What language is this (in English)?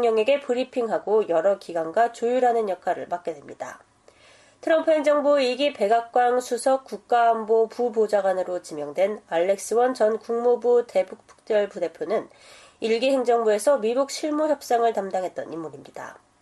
Korean